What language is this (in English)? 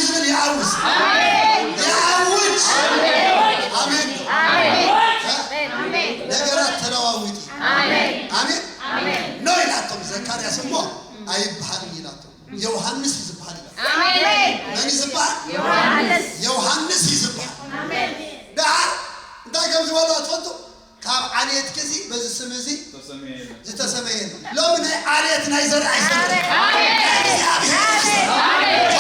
Tigrinya